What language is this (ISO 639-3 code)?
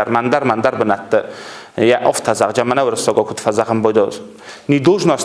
oss